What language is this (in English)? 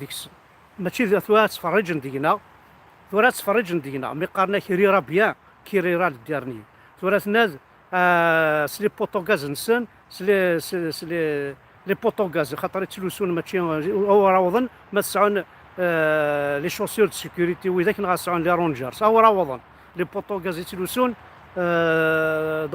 Kabyle